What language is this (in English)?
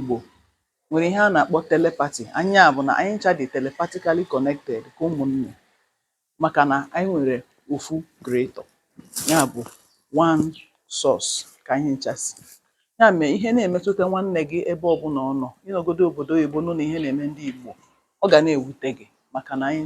Igbo